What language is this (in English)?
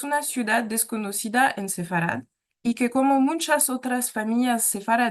Ladino